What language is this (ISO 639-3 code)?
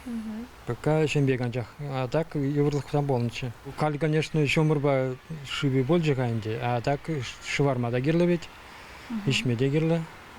chv